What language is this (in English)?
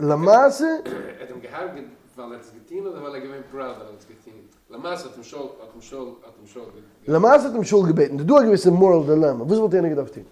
Yiddish